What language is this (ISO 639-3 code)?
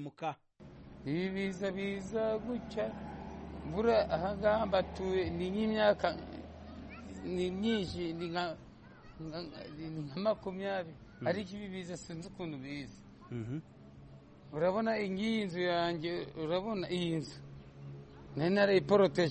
kin